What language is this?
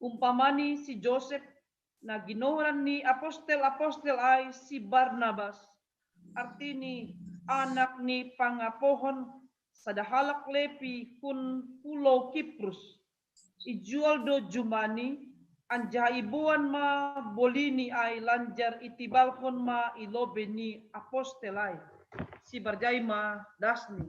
Batak Simalungun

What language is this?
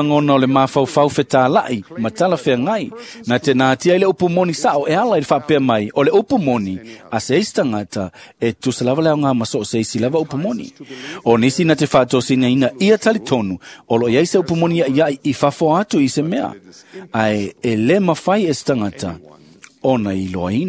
Samoan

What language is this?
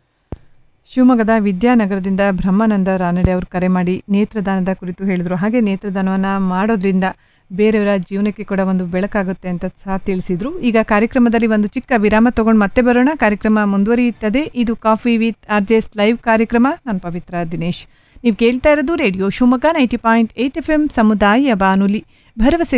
Kannada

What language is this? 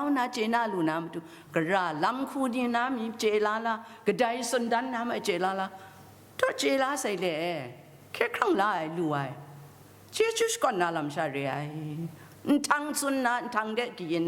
Kachin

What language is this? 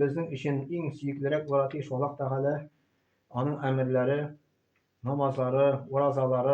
Tatar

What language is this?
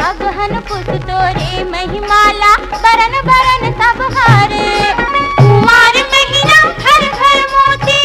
Chhattisgarhi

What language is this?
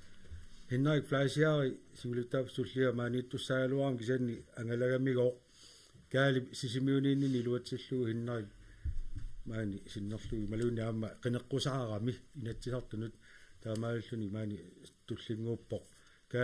Kalaallisut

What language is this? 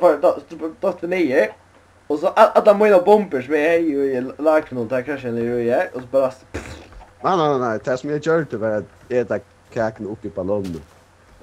Faroese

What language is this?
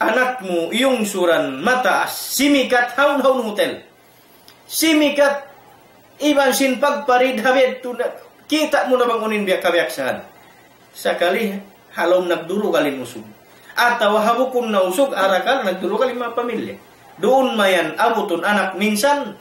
Tausug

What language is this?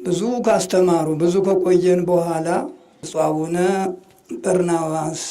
Amharic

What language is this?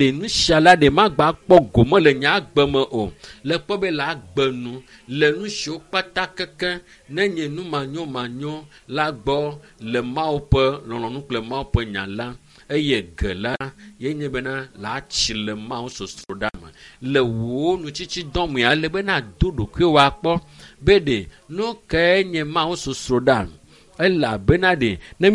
Ewe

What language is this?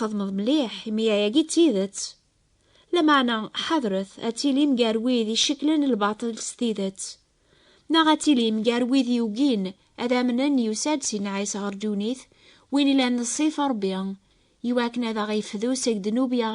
Kabyle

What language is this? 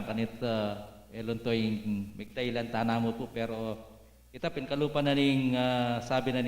Pampanga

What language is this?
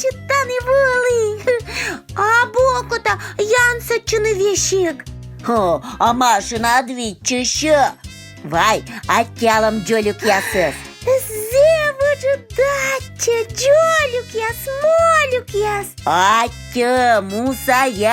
Komi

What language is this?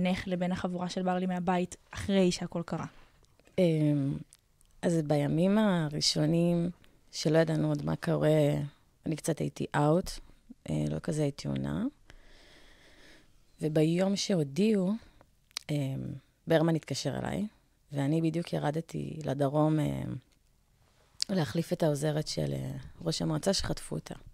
Hebrew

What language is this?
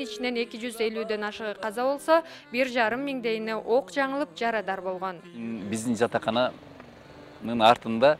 Kyrgyz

